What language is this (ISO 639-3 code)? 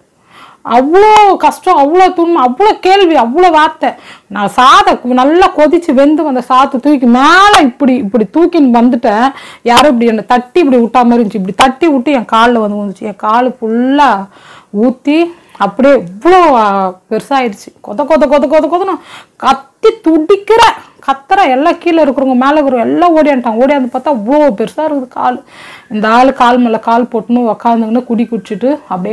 tam